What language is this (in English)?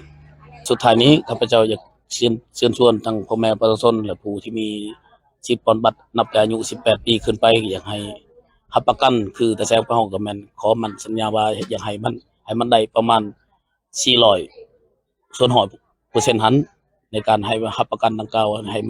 Lao